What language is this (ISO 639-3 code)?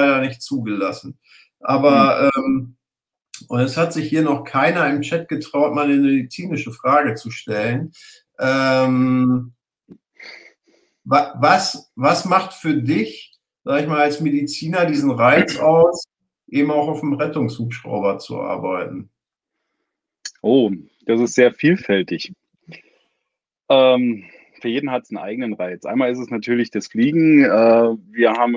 deu